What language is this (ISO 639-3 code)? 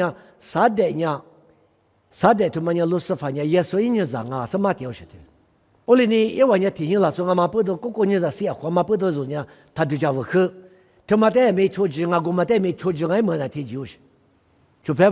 lis